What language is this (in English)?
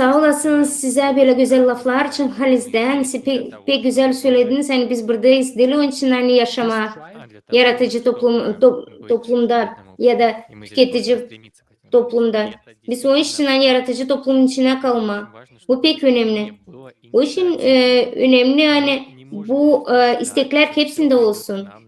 Gagauz